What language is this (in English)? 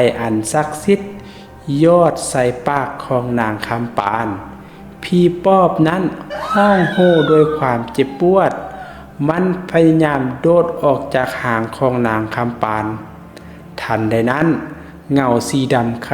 Lao